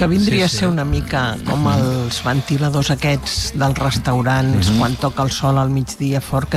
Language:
Catalan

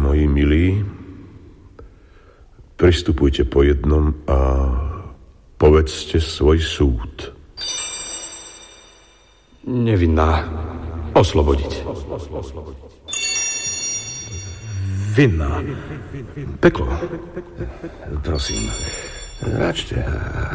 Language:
Slovak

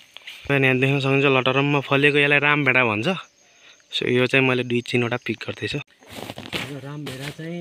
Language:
Nepali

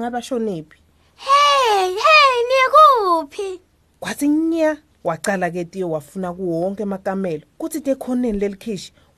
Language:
Swati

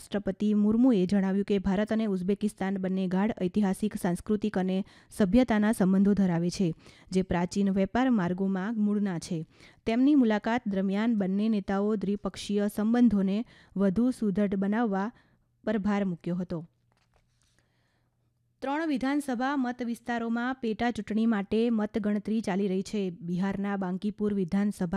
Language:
Gujarati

